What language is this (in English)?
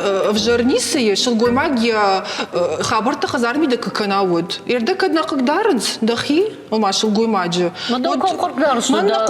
Ossetic